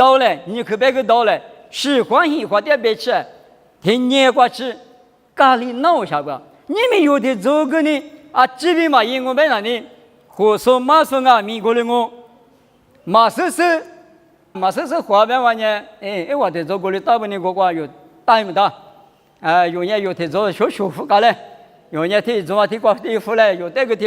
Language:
Lisu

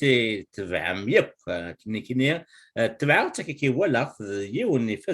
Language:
Kabyle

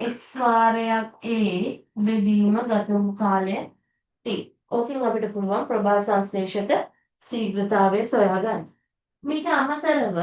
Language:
Sinhala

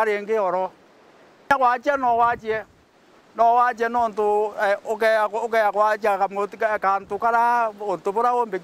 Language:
Meru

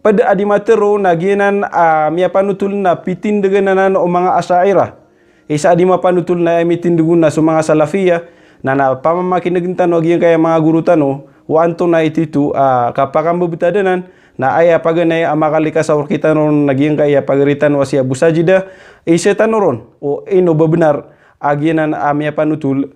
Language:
Maranao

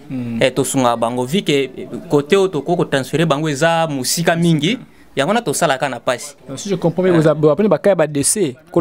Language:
Lingala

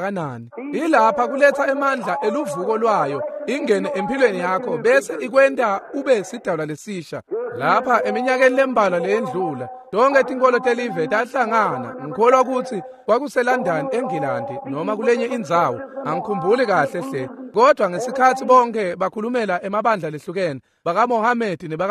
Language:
Swati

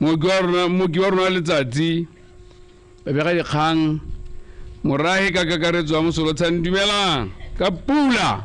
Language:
Tswana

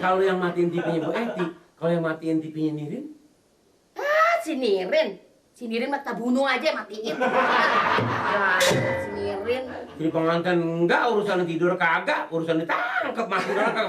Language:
Betawi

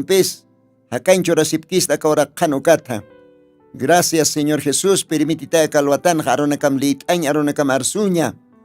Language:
Aymara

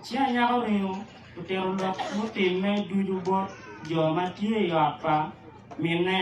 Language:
Acoli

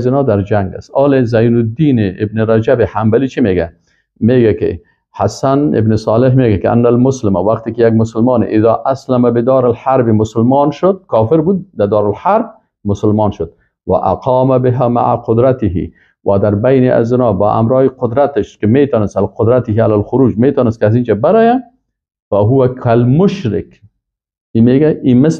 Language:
Persian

